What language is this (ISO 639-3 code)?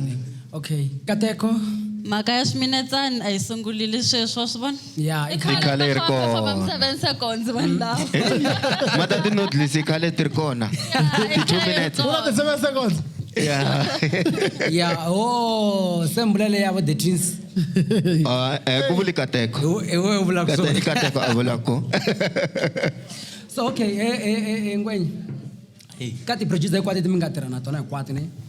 tso